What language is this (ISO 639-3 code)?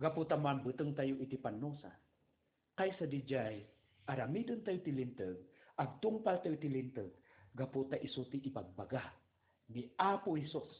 ilo